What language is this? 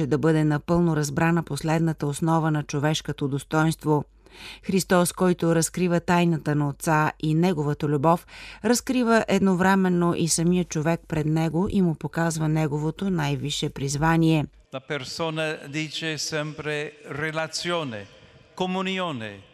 Bulgarian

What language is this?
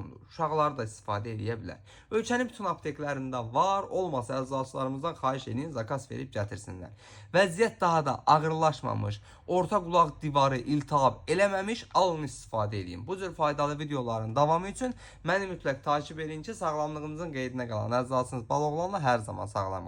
Azerbaijani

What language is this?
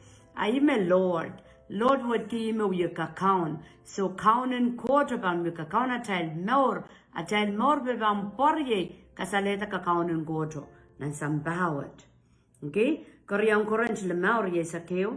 Pohnpeian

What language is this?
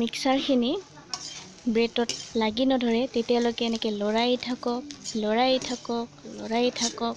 Assamese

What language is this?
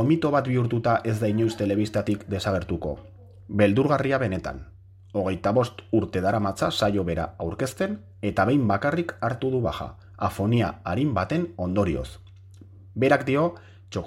Basque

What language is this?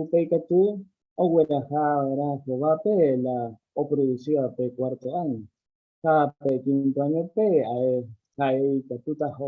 Guarani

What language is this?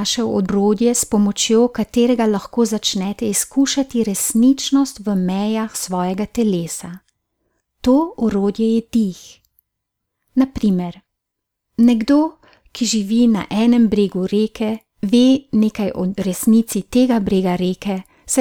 Slovenian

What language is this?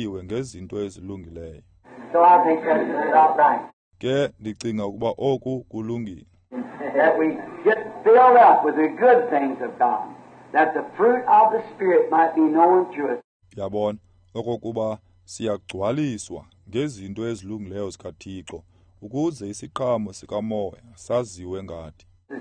Xhosa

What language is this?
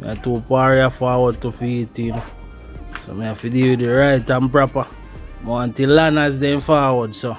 Jamaican Creole English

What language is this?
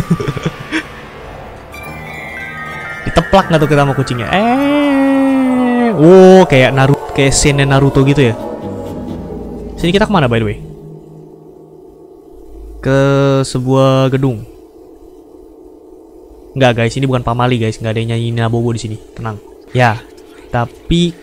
Indonesian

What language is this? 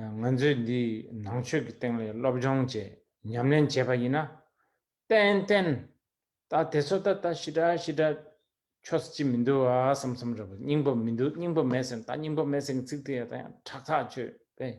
Tibetan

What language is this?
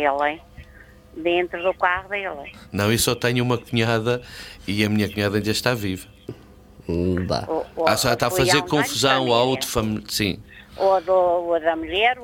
Portuguese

